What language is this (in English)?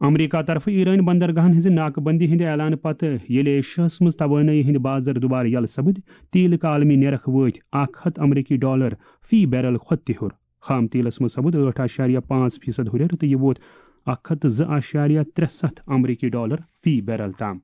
Kashmiri